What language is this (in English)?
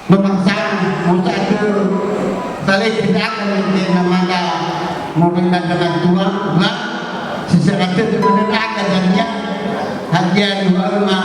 Nias